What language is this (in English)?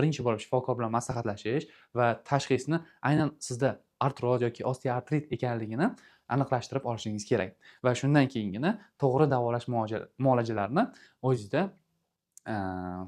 Uzbek